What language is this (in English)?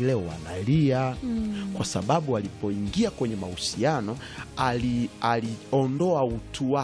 Swahili